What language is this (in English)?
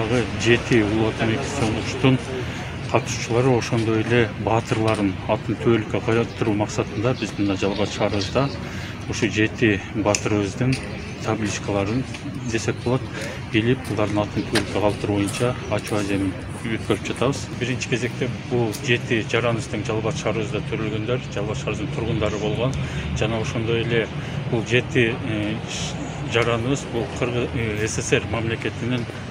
Kyrgyz